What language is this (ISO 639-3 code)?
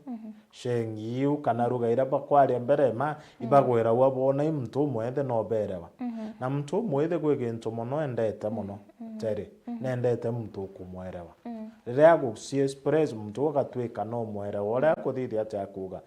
mer